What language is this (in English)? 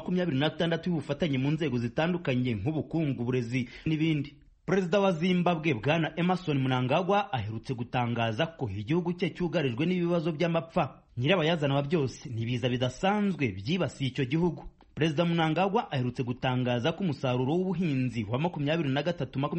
Kinyarwanda